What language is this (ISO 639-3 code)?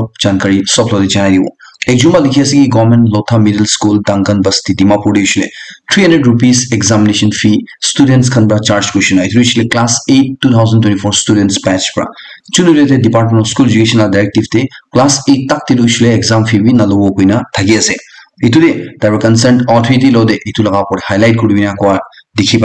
nag